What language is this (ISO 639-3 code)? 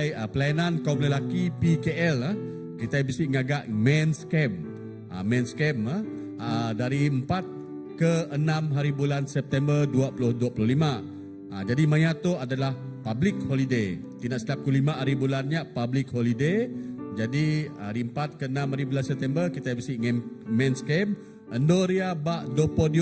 iba